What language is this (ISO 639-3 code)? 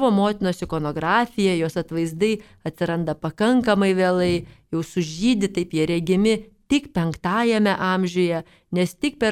lit